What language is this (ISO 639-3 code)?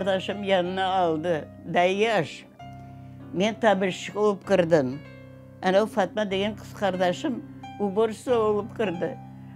crh